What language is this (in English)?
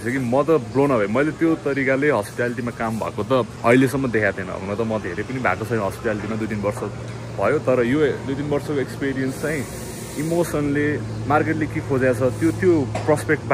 Nepali